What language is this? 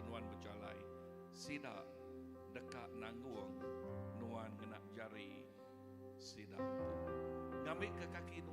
Iban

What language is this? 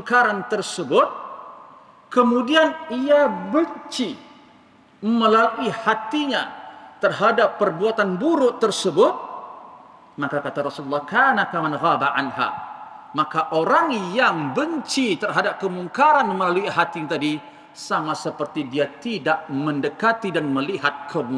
Malay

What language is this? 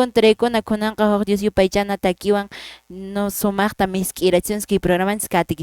Quechua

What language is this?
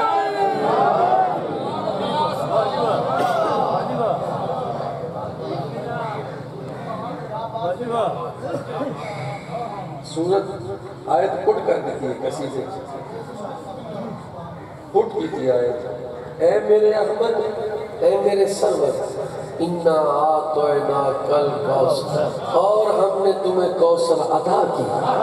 Urdu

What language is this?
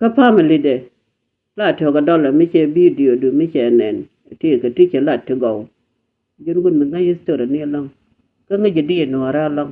Nuer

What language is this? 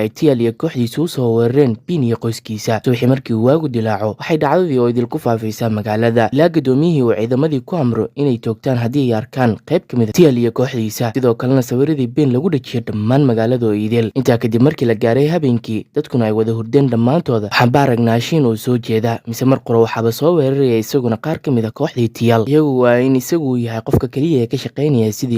Somali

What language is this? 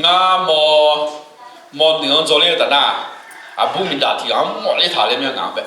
Akha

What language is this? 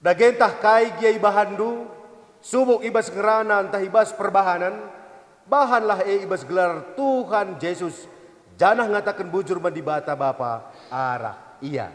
Batak Karo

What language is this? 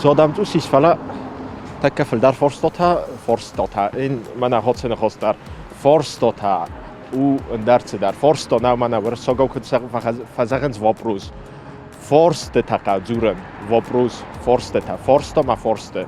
Ossetic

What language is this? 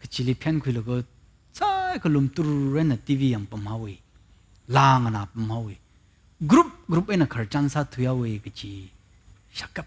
Tangkhul Naga (India)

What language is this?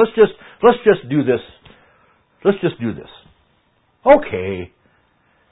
English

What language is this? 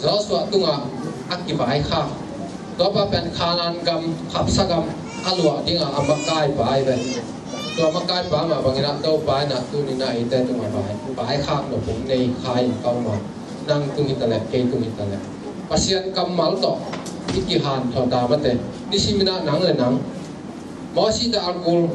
Tedim Chin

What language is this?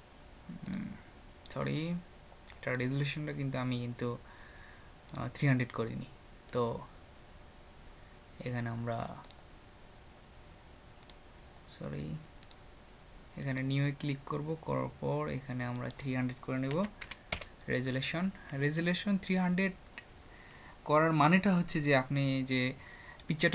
Bangla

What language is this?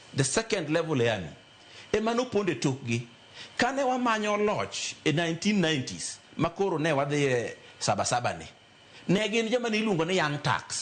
Luo (Kenya and Tanzania)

